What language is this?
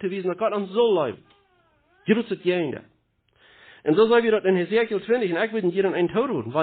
Plautdietsch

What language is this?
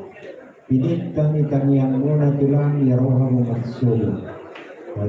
Batak Toba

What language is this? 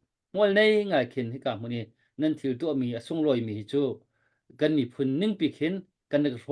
Hakha Chin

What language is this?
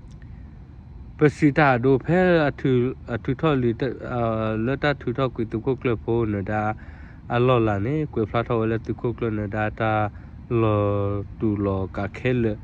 S'gaw Karen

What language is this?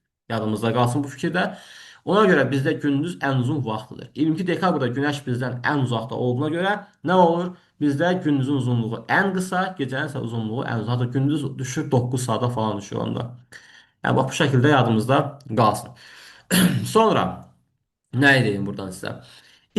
Azerbaijani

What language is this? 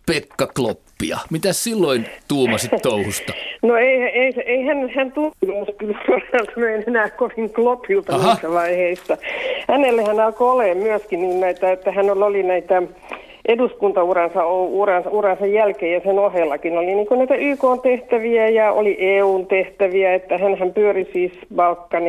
Finnish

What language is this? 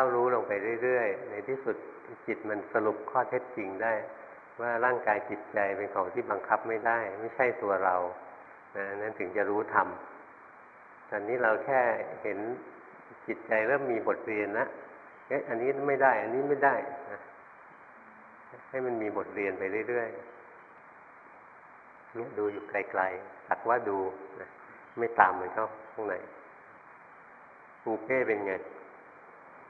Thai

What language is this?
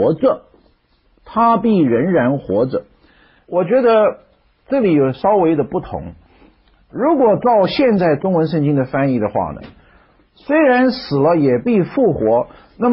Chinese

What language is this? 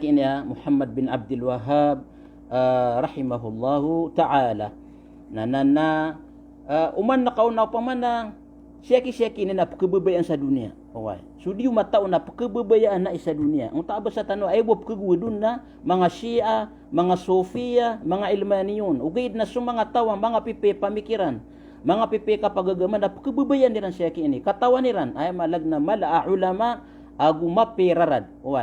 Maranao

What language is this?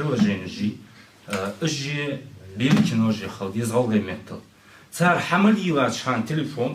Ingush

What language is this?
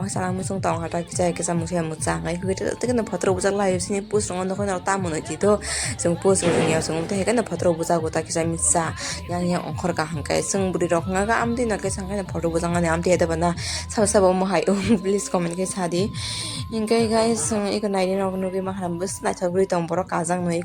Kok Borok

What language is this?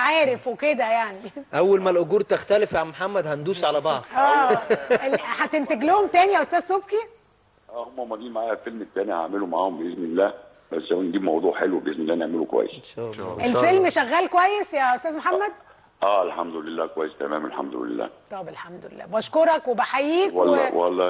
Egyptian Arabic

